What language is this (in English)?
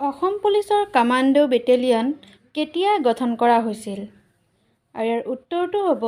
Assamese